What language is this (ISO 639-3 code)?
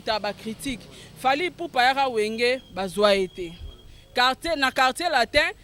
lin